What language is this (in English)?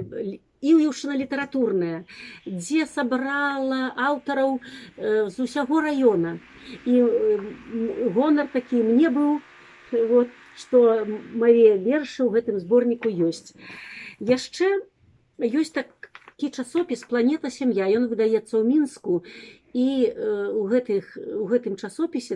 Belarusian